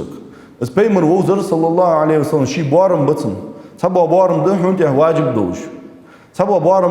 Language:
Ingush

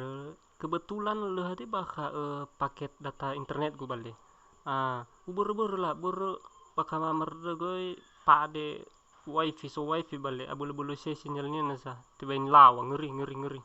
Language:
Nias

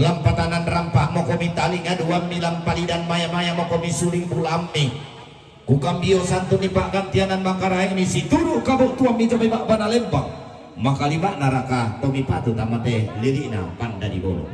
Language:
Toraja-Sa'dan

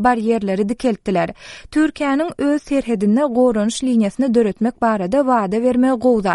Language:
Turkmen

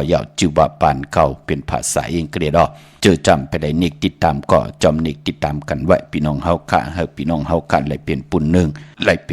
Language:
Shan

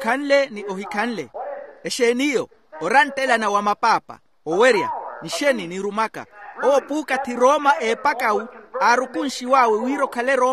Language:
Makhuwa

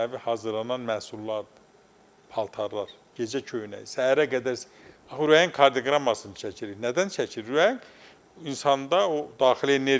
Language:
Azerbaijani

